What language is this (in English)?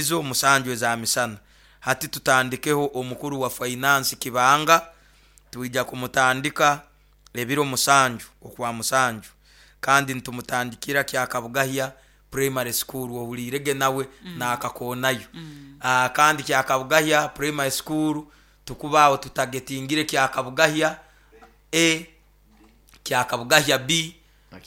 Nyoro